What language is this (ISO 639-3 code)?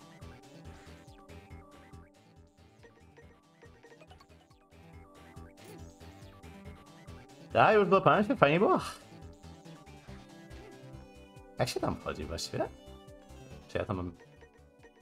pol